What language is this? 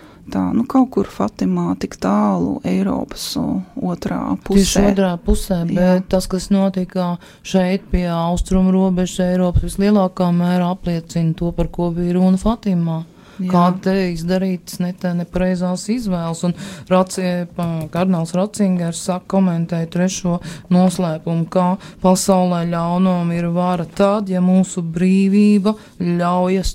Latvian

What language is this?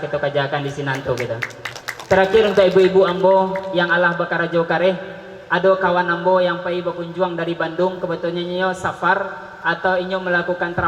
Minangkabau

